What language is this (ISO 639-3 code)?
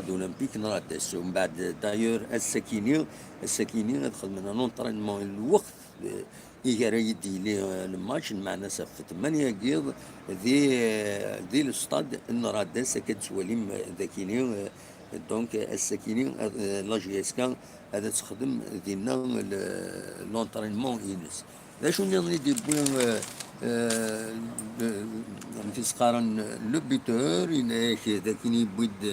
kab